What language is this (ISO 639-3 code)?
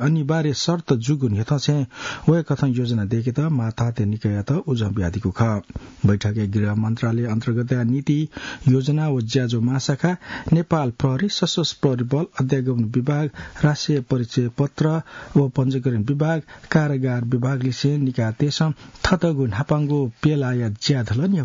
new